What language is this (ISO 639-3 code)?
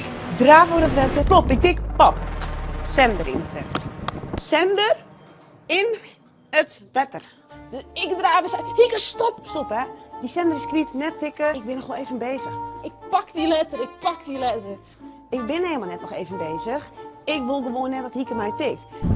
fry